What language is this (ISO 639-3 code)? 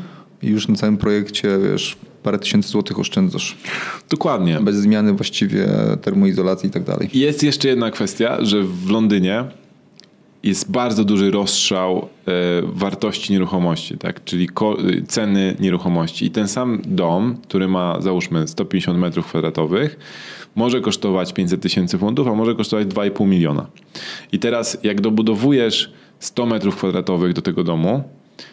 pol